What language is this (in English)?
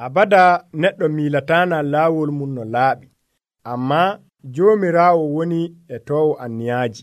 Nigerian Fulfulde